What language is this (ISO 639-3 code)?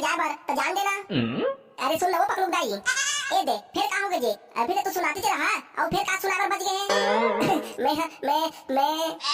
hne